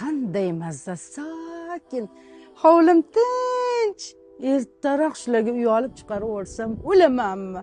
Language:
Uzbek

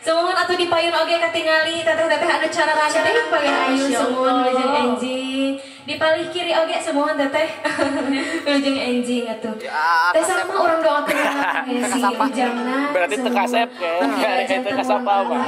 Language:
Sundanese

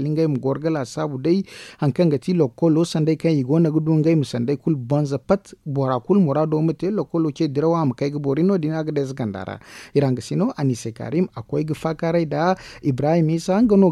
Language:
Zarma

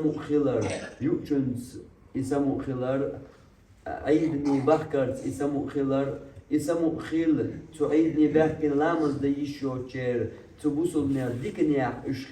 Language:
Chechen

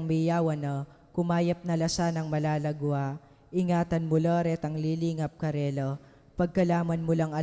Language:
Pampanga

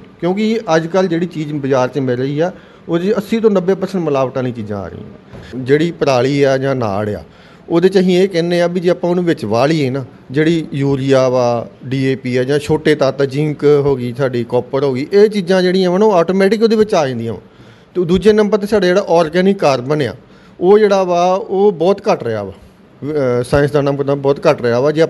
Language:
Punjabi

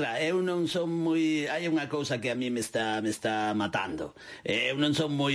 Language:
Galician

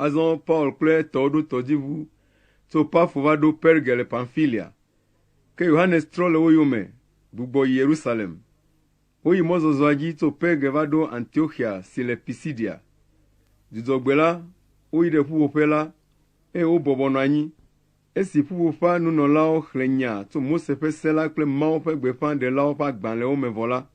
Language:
Ewe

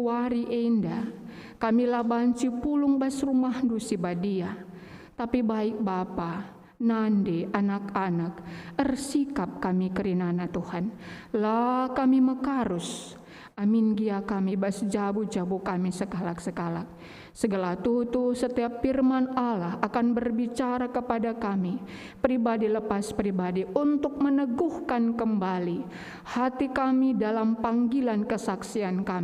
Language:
Batak Karo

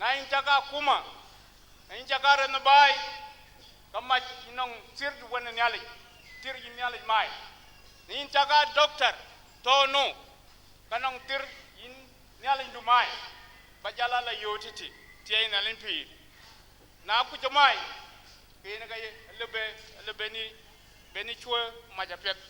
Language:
Dinka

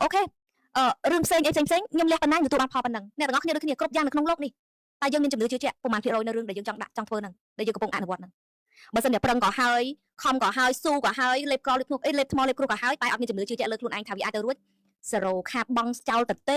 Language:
Khmer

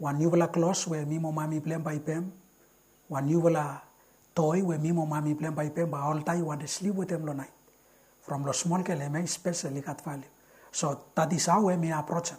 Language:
Bislama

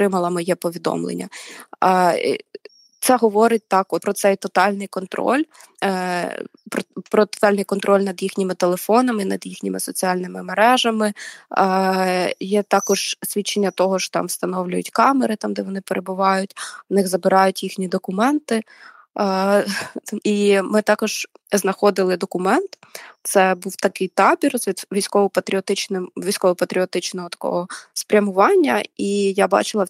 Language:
Ukrainian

